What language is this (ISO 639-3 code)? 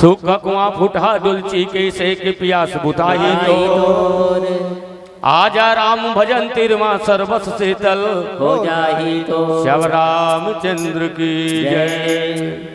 hne